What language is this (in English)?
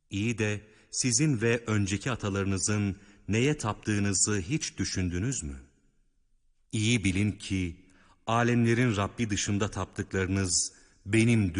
Turkish